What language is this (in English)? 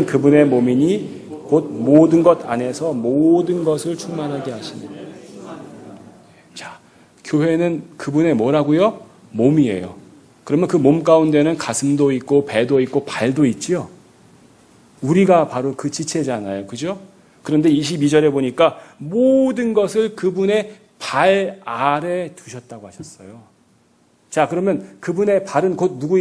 Korean